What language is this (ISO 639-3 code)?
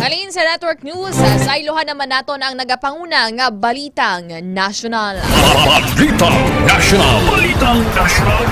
hil